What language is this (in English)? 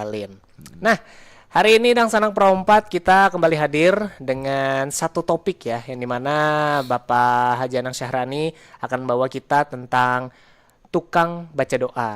Banjar